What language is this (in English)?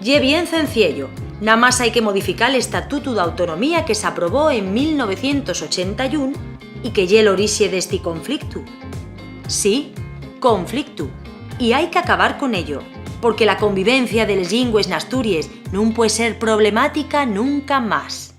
Asturian